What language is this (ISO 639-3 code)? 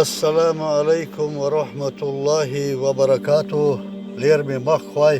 che